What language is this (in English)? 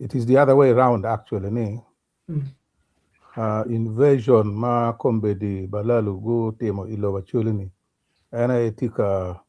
Acoli